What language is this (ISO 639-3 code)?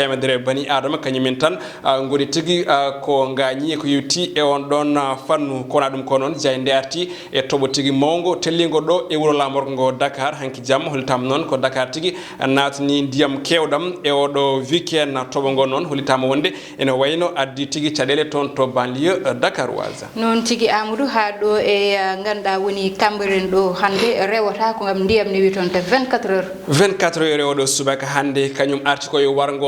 ful